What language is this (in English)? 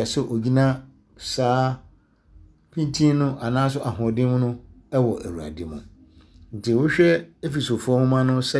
Akan